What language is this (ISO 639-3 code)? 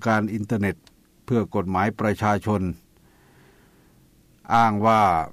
tha